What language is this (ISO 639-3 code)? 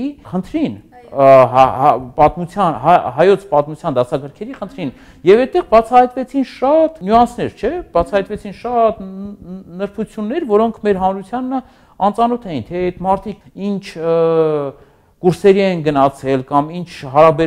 hye